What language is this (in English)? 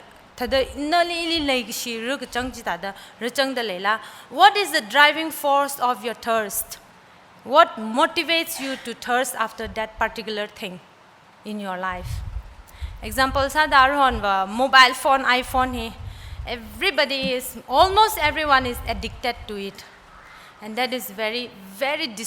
Tangkhul Naga (India)